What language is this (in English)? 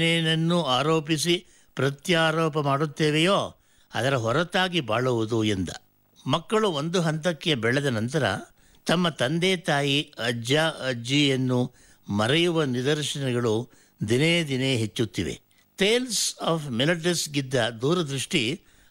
Kannada